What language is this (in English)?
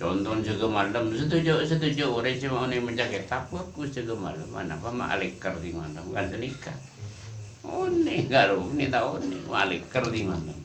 Madurese